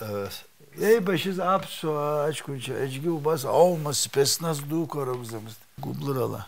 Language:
Abkhazian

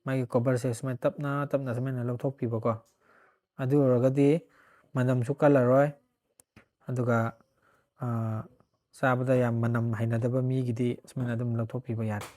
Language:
Manipuri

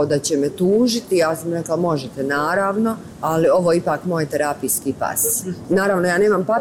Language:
Croatian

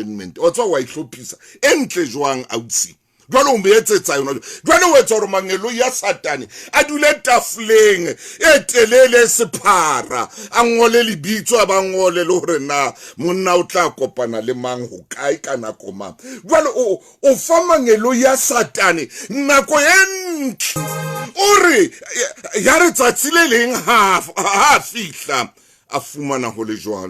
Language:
Southern Sotho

